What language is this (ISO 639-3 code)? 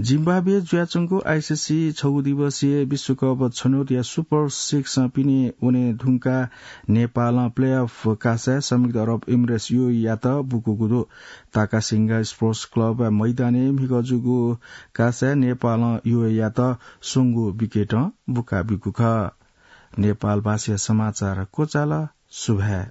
new